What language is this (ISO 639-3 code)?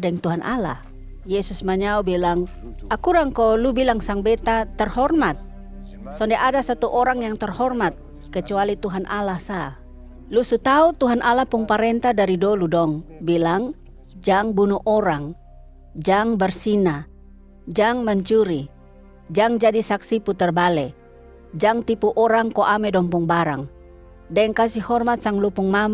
mkn